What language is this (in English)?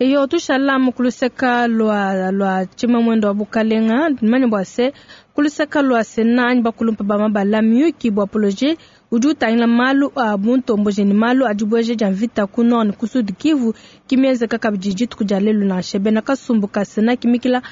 Luba-Lulua